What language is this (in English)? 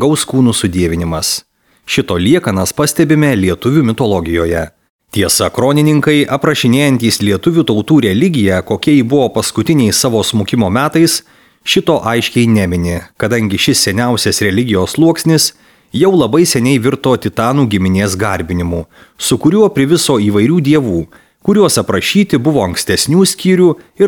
Lithuanian